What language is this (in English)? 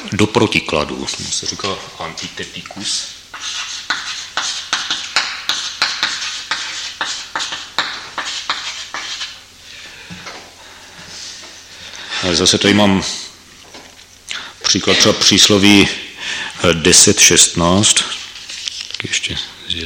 Czech